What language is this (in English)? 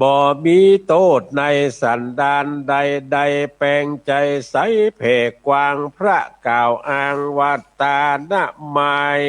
Northern Thai